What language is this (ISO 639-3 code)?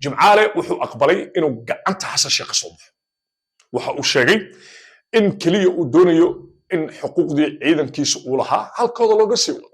som